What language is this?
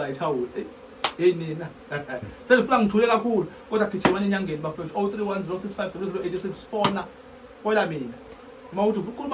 Zulu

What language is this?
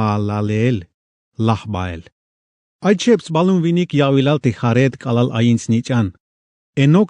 Tzeltal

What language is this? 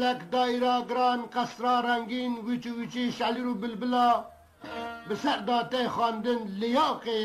Kurdish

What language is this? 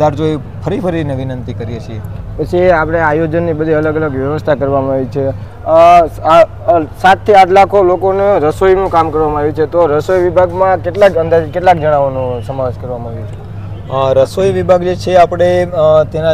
Gujarati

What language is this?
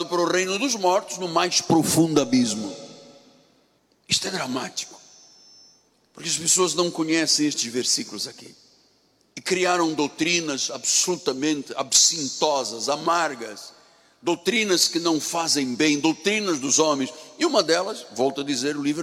Portuguese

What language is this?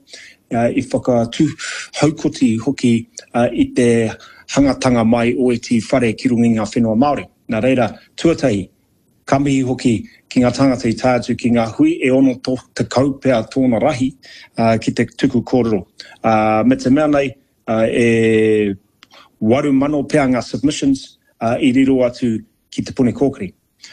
Māori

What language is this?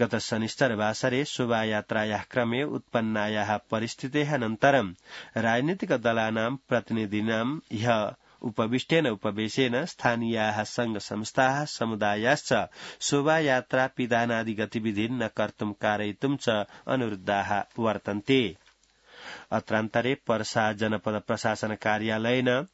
Sanskrit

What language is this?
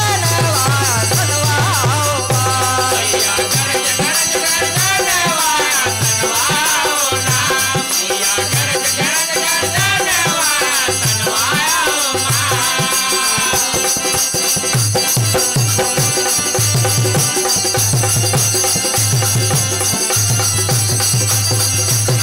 Bhojpuri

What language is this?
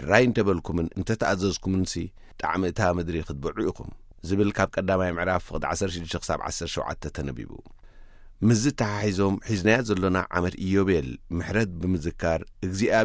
Tigrinya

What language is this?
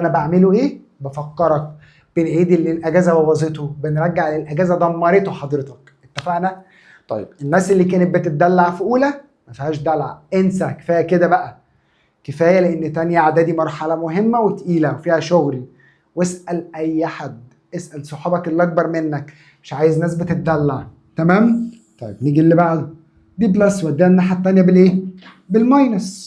Egyptian Arabic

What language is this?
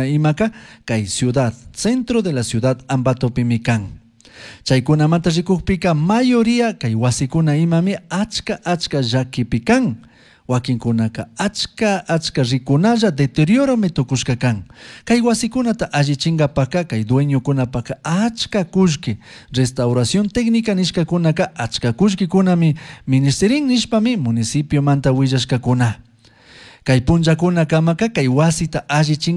Chimborazo Highland Quichua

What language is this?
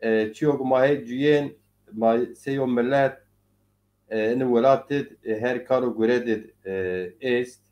Zaza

